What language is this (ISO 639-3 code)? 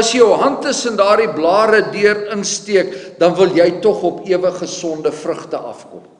afr